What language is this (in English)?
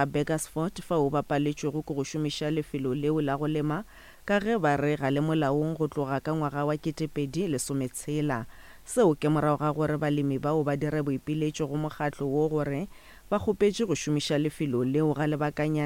Northern Sotho